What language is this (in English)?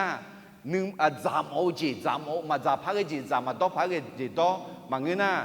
Akha